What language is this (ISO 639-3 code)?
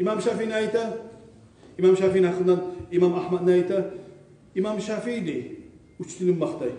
kum